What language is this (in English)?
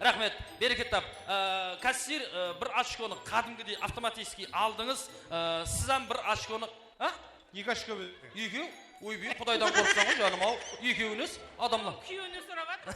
Kara-Kalpak